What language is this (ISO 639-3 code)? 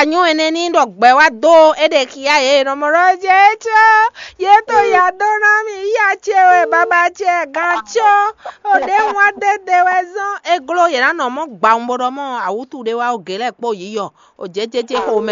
fon